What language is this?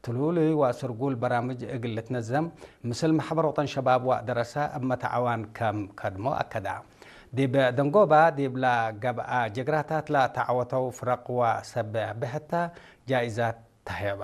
Tigre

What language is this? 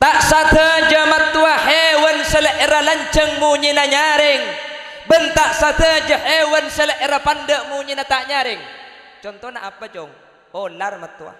Madurese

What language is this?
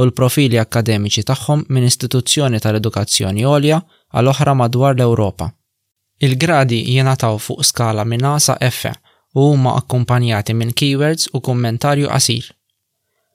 Maltese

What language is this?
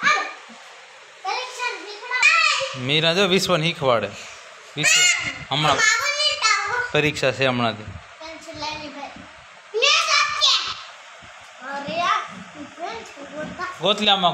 Gujarati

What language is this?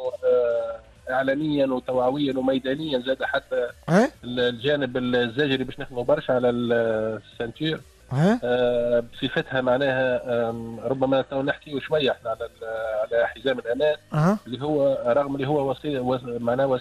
Tunisian Arabic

